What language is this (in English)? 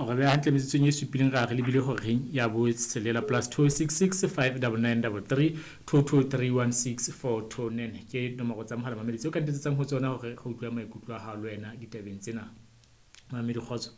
Southern Sotho